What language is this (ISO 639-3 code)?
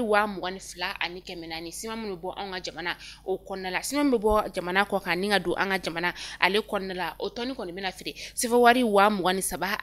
bam